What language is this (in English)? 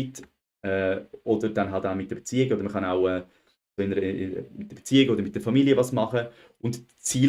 Swiss German